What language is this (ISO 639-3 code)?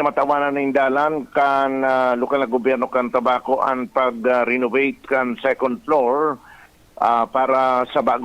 bik